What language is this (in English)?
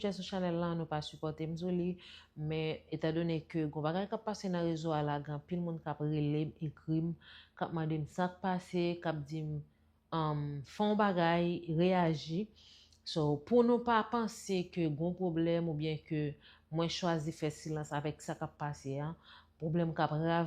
Haitian Creole